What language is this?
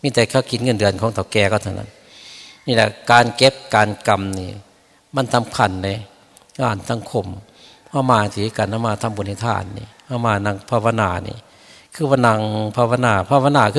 Northeastern Thai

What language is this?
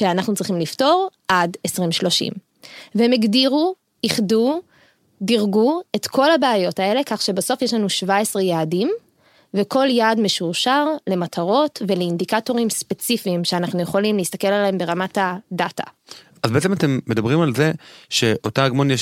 Hebrew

